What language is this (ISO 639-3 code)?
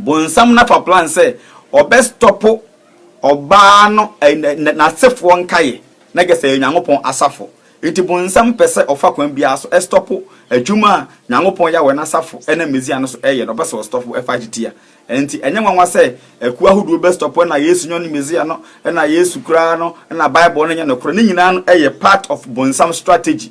aka